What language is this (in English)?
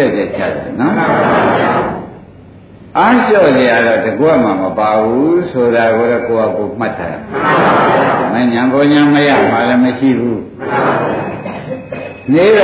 Burmese